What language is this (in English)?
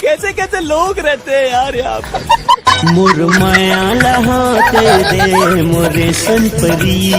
Chhattisgarhi